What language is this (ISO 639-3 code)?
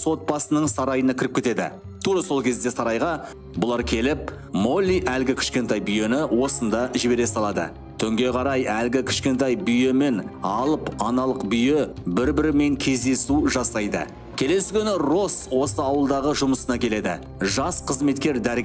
kaz